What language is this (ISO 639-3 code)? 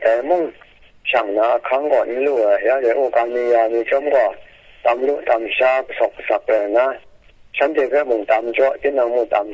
kac